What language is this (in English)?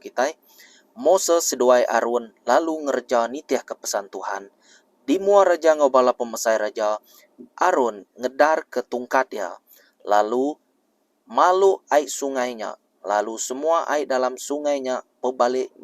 Iban